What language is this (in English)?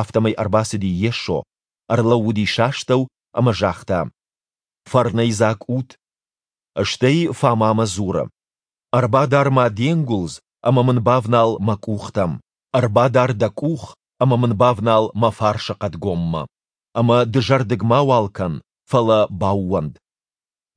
Ossetic